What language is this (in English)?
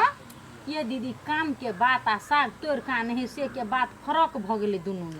Maithili